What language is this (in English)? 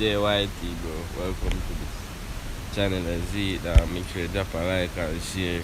Jamaican Creole English